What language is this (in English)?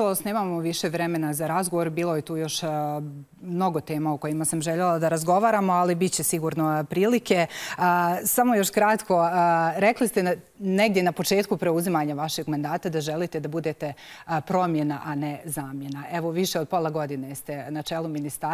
Bosnian